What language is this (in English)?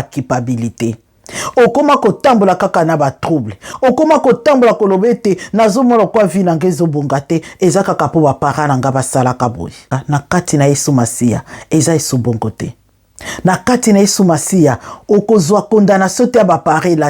Lingala